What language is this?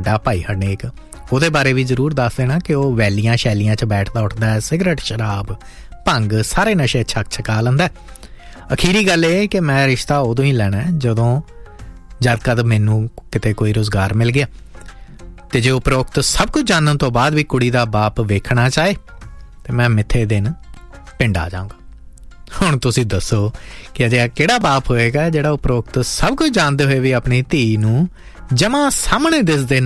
Punjabi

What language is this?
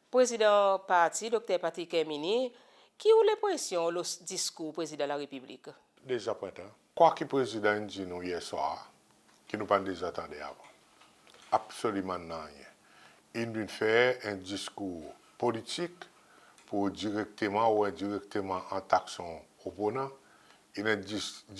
Seselwa Creole French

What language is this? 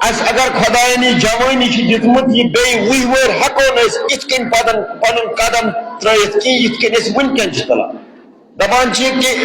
Kashmiri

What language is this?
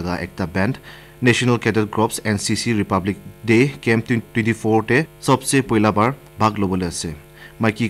Naga Pidgin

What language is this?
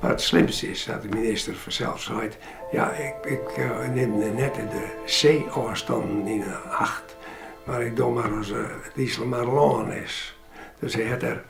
Western Frisian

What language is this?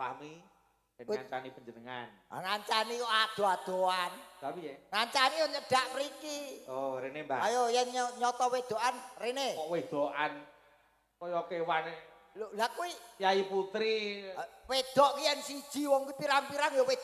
Javanese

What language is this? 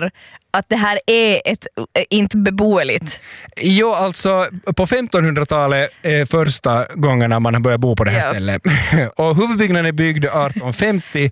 Swedish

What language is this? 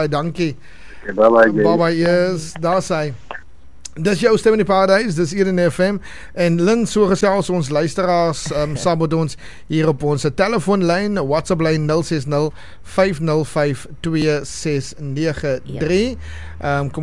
Afrikaans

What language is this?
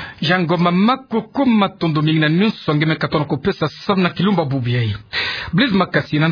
Kituba (Democratic Republic of Congo)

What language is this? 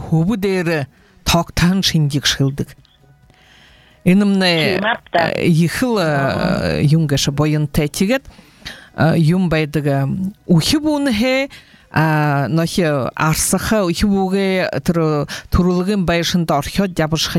Buriat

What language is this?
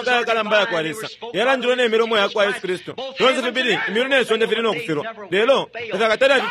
Bemba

